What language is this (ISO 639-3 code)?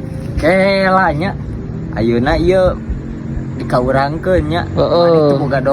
sun